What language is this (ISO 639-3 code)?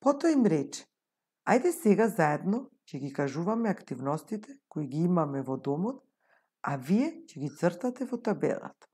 mkd